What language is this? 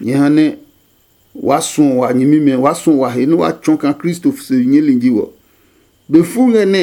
Adangme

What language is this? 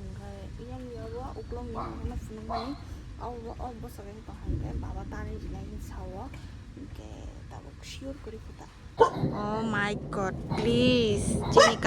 Kok Borok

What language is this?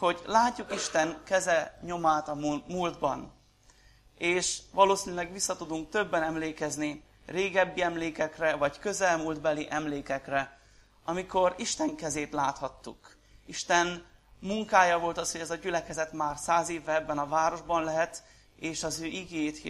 Hungarian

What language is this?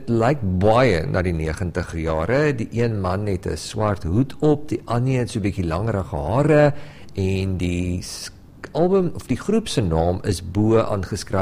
Afrikaans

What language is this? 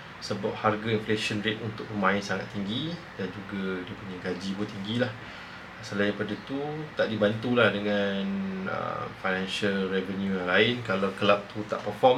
Malay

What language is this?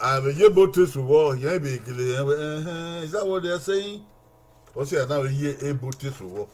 Bini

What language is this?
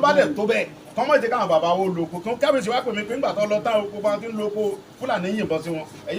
Yoruba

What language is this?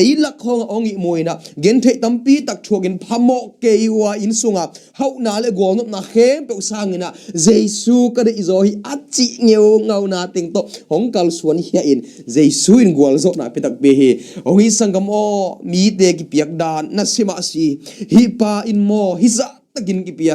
Tedim Chin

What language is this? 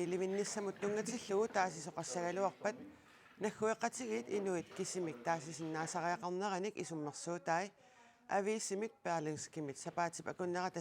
Kalaallisut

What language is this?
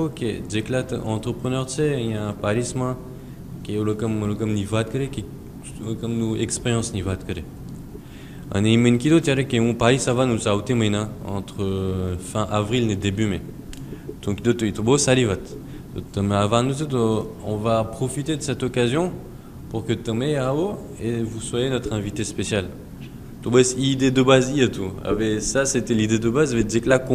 Gujarati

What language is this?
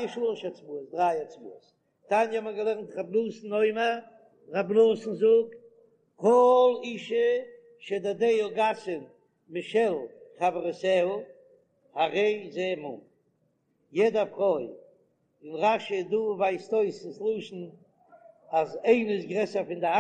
Yiddish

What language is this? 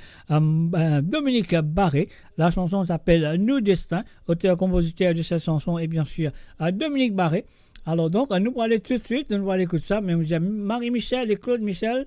Morisyen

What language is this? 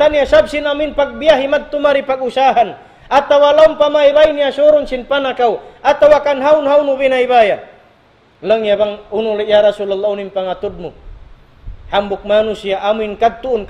Tausug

